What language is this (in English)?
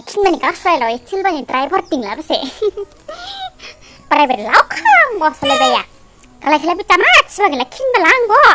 Dimasa